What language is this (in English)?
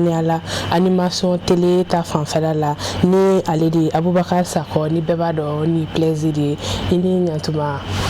Bambara